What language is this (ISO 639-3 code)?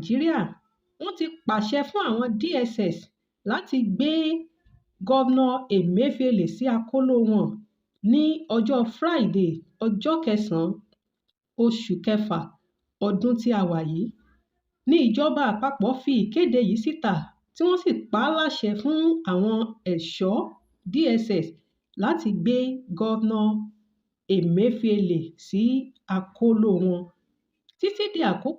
yor